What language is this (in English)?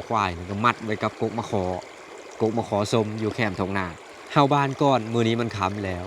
Lao